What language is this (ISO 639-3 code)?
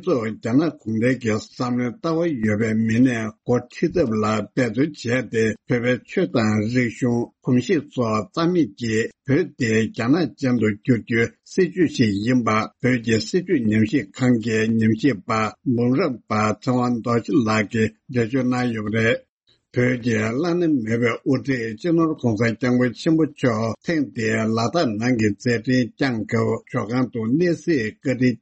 bod